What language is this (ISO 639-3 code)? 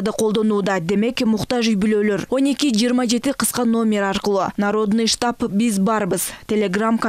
kir